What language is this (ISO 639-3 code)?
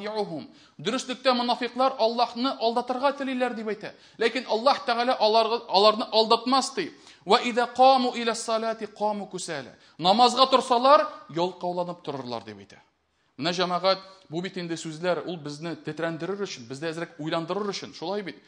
tat